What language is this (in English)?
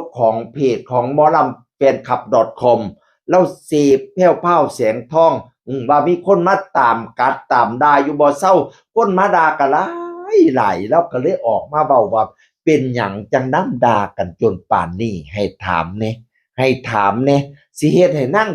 Northeastern Thai